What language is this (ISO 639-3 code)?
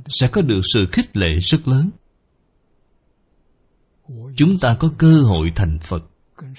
vie